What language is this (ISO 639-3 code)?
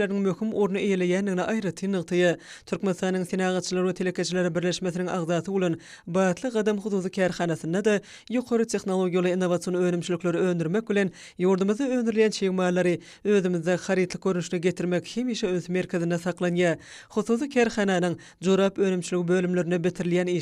tuk